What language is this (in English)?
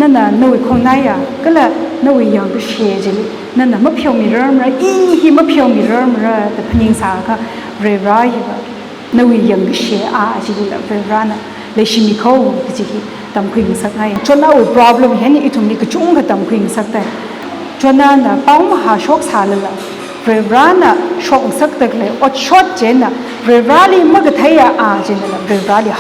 Tangkhul Naga (India)